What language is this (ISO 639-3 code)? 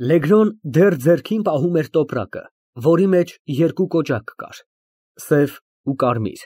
hye